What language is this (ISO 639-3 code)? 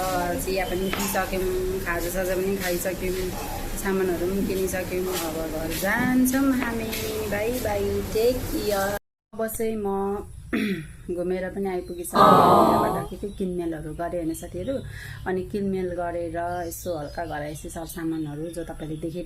nep